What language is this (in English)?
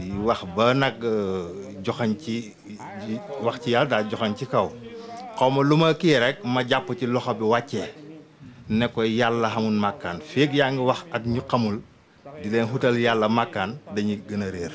Wolof